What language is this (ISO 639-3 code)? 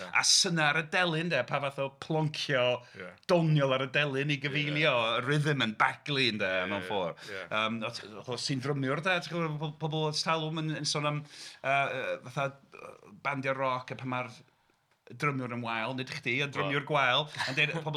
cym